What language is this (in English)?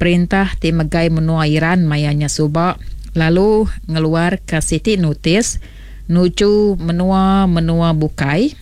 Iban